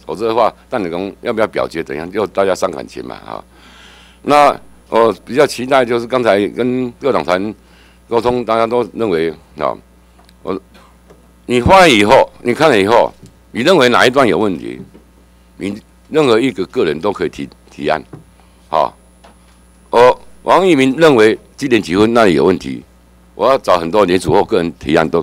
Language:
Chinese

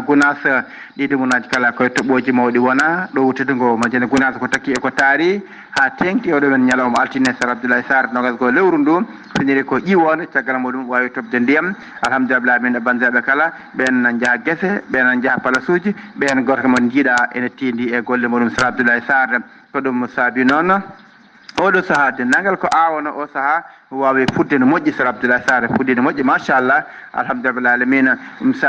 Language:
Fula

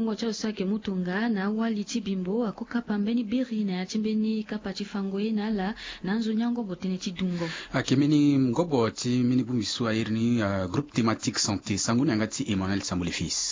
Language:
Sango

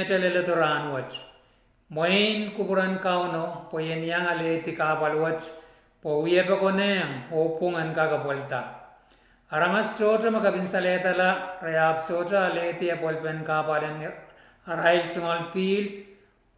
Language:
Pohnpeian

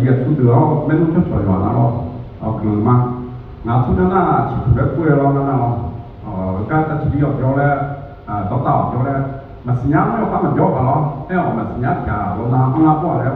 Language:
Akha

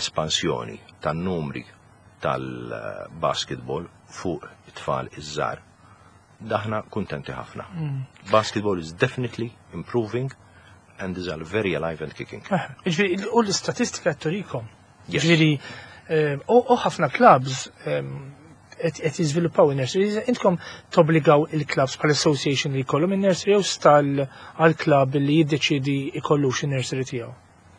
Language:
Maltese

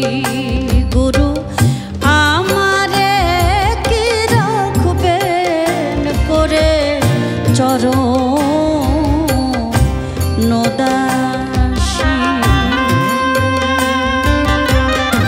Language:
Bangla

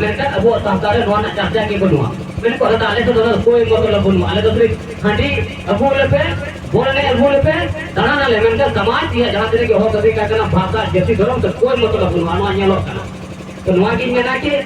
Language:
Santali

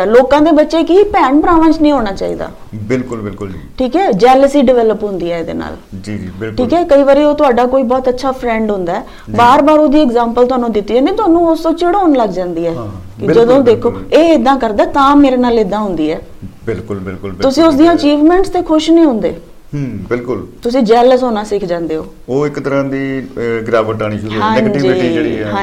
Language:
Punjabi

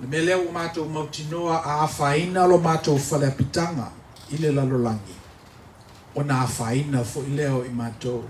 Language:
Samoan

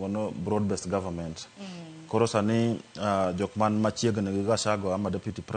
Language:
Luo (Kenya and Tanzania)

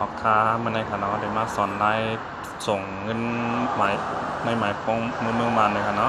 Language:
Shan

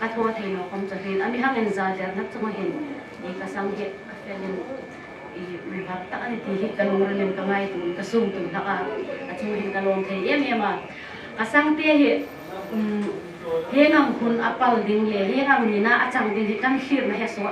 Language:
Hmar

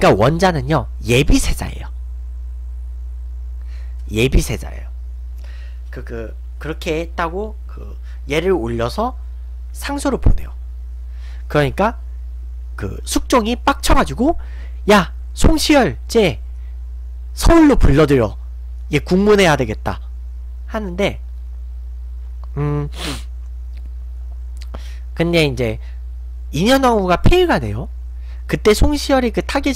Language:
Korean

